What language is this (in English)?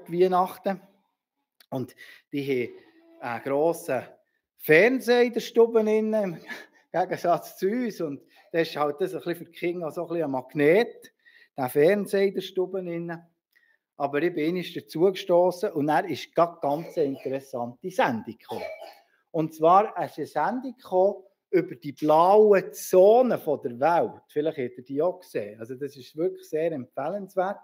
Swiss German